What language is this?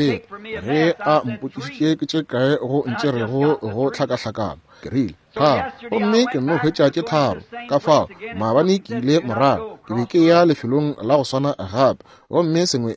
Northern Sotho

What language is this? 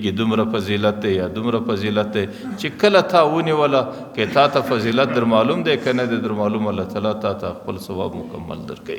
Pashto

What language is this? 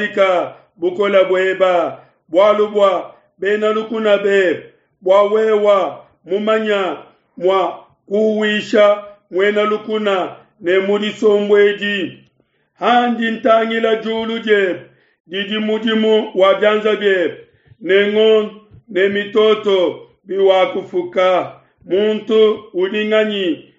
Luba-Lulua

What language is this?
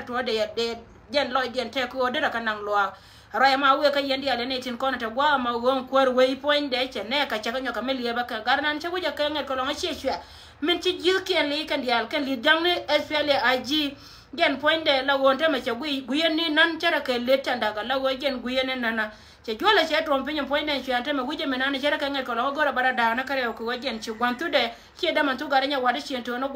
Nuer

